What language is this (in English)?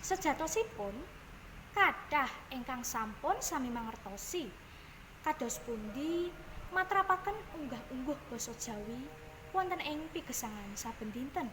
Javanese